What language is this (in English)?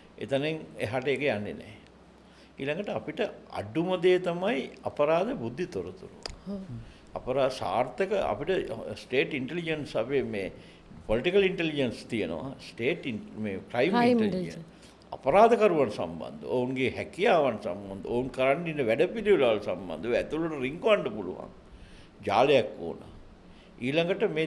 Sinhala